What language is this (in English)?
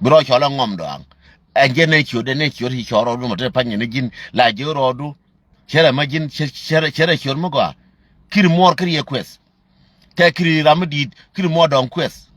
Nuer